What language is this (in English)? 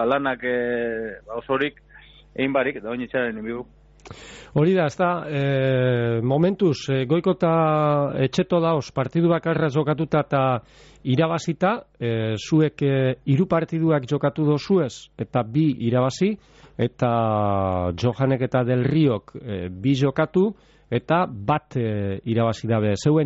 Basque